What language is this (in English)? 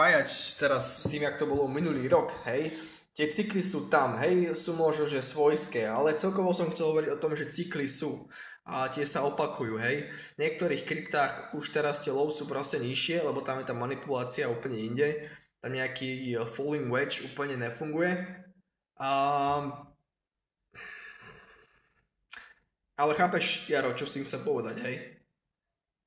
Slovak